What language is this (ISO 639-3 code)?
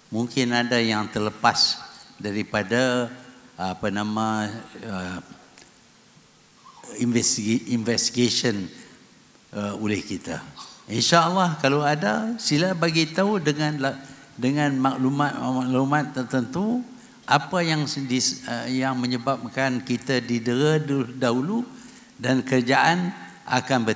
msa